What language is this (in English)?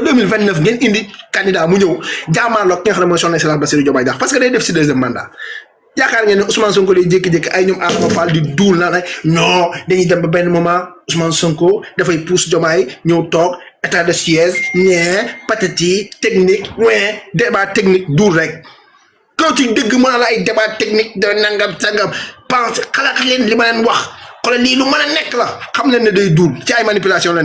Wolof